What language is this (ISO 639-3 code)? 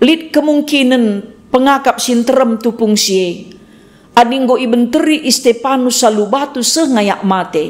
btx